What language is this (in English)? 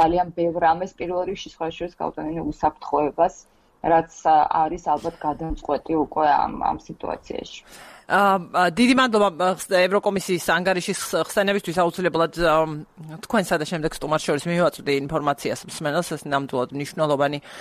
Georgian